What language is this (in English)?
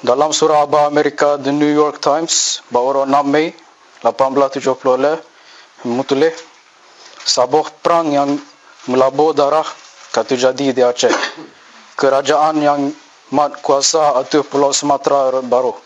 Achinese